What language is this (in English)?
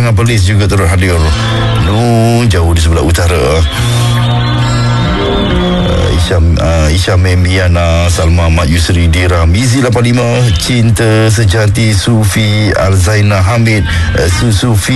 Malay